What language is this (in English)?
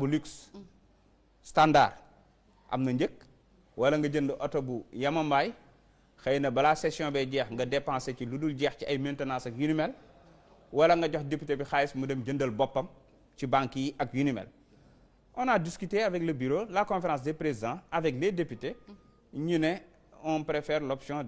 Wolof